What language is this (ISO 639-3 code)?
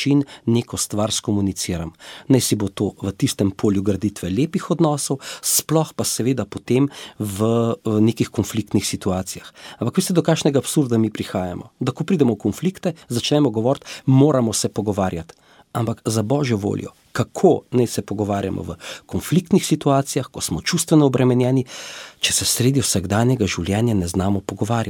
slv